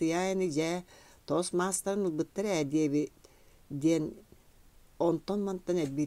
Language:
Yakut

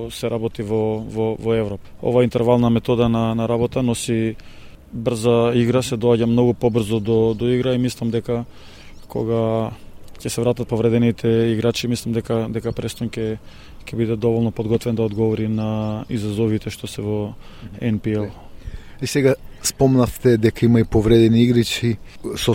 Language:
Macedonian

